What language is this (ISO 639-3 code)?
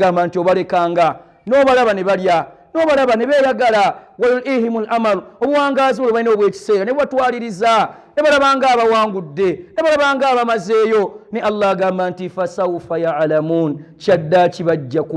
lug